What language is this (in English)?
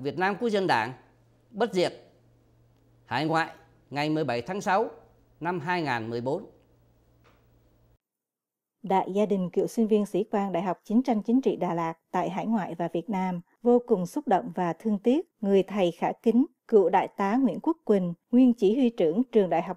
Vietnamese